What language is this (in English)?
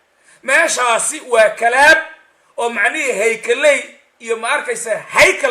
Somali